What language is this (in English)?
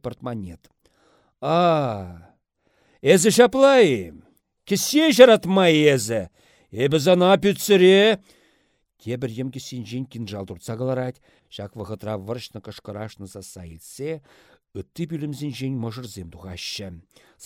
Chuvash